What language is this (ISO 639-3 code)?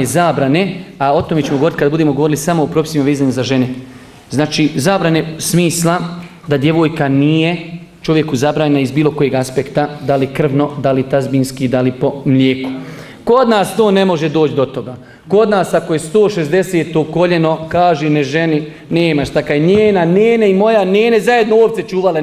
bos